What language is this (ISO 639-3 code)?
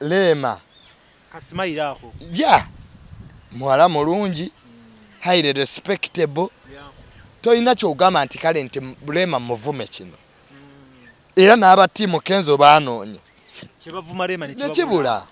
lug